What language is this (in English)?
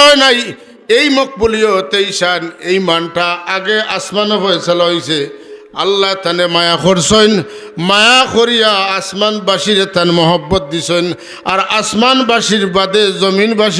Sylheti